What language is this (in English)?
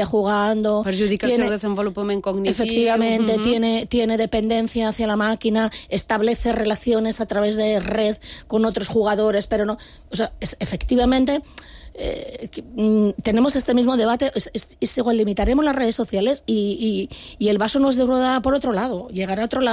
Catalan